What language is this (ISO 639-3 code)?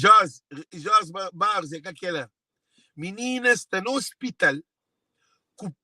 kea